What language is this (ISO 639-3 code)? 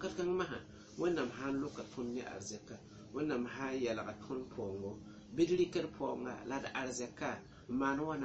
mos